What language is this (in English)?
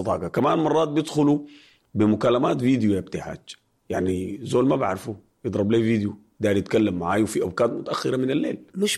Sudanese Arabic